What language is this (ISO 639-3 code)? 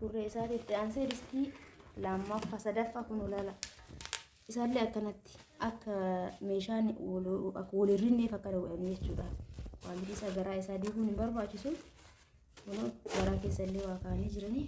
orm